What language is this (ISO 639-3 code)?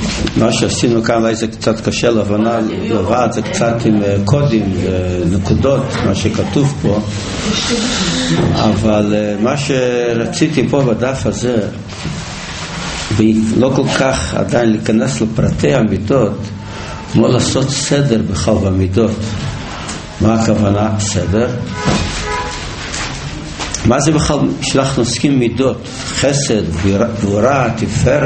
heb